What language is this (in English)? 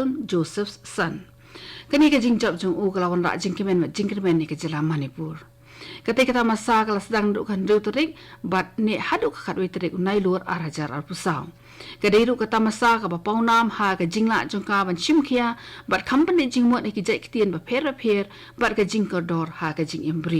Khasi